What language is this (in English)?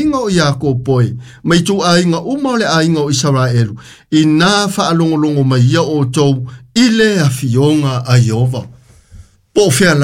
Samoan